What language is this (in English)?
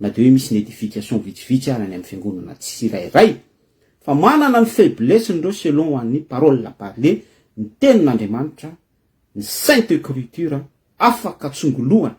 Malagasy